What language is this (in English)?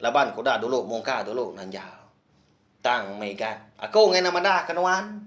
Iban